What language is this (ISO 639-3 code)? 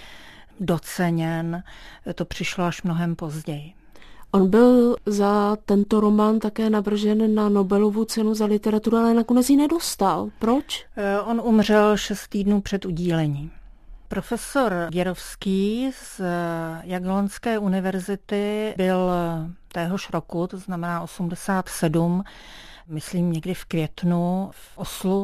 ces